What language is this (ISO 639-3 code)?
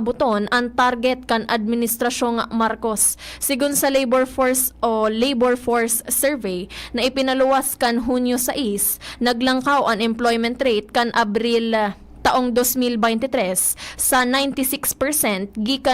bik